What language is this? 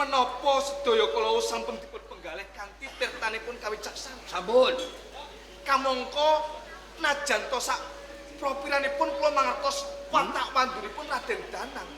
Javanese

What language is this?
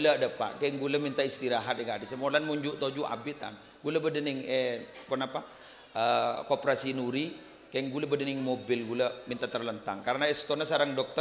Madurese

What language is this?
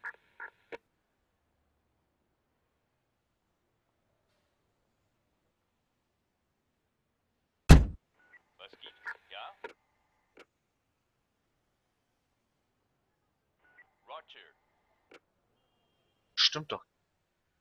German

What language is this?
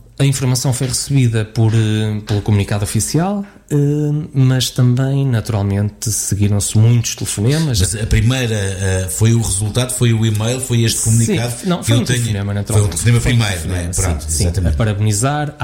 Portuguese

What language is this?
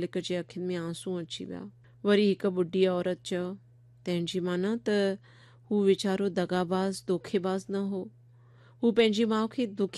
Sindhi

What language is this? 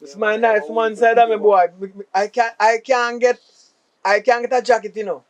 Jamaican Creole English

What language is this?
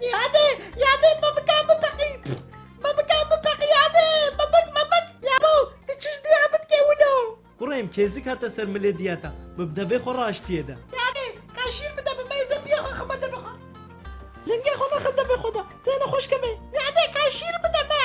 Kurdish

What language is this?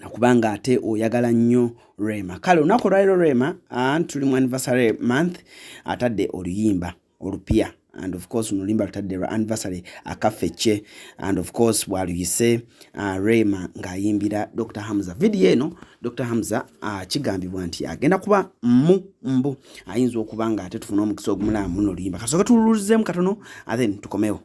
Ganda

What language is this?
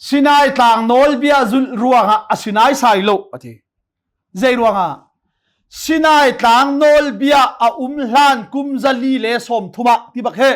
Hakha Chin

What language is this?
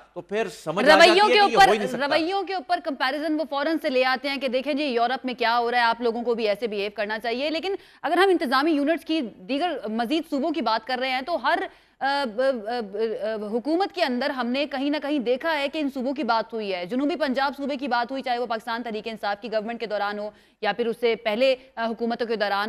Urdu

